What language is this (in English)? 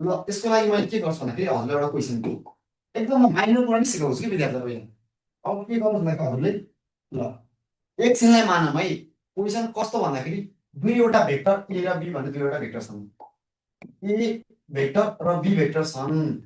Nepali